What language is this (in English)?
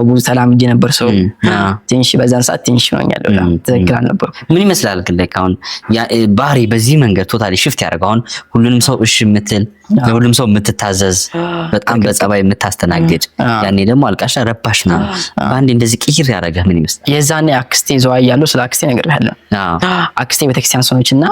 Amharic